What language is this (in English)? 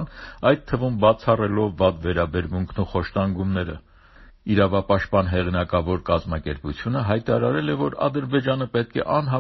Armenian